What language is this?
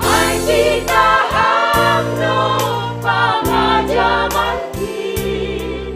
Batak Simalungun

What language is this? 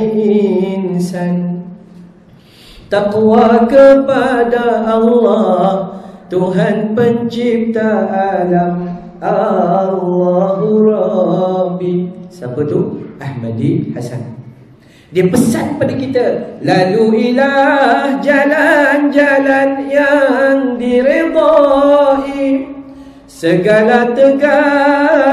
Malay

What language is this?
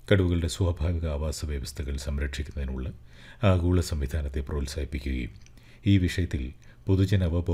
Malayalam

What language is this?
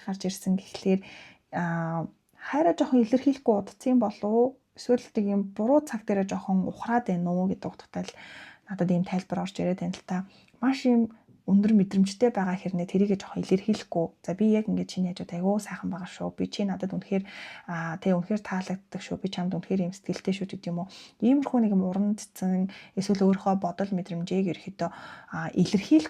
Mongolian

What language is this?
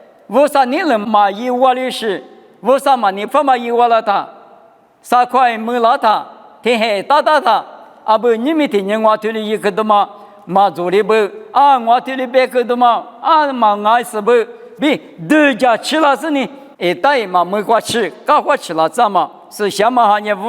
Lisu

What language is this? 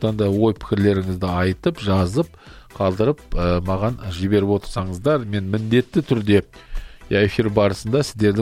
Kazakh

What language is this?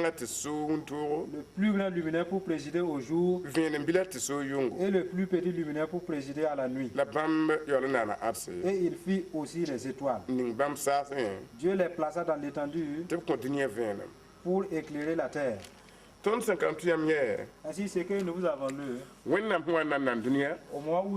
Mossi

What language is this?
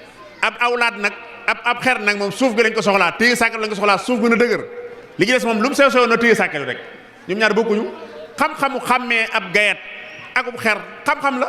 Wolof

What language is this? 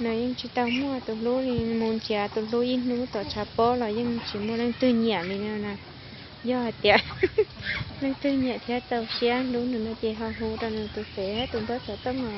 Hmong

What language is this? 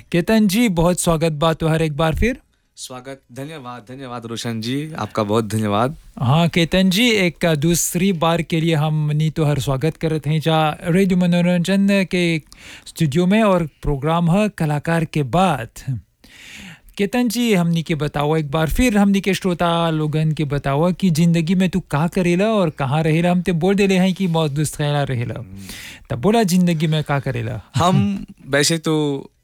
Bhojpuri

